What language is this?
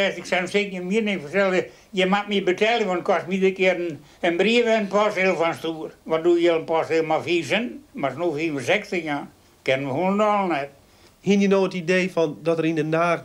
Western Frisian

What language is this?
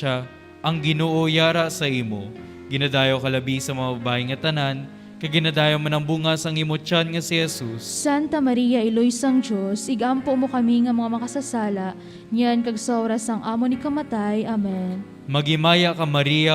Hiligaynon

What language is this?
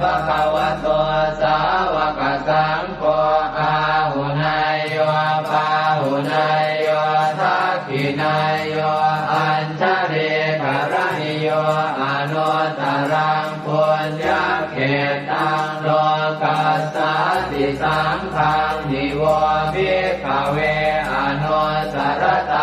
Pali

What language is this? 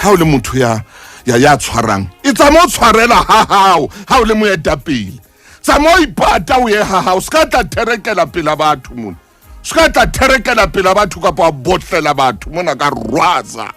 Southern Sotho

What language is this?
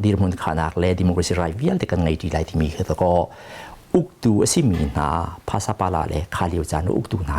Hakha Chin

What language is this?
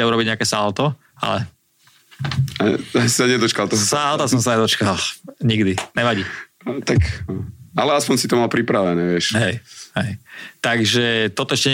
Slovak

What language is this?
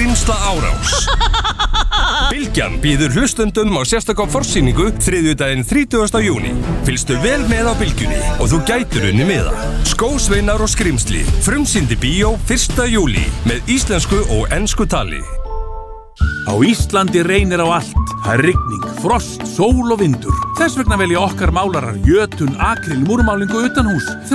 Icelandic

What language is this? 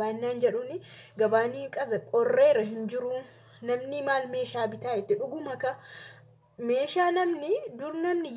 Oromo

